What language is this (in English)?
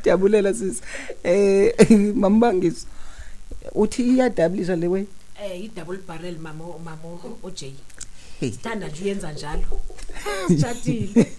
Xhosa